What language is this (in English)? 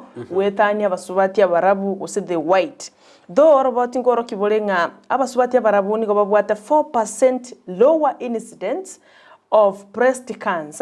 Gusii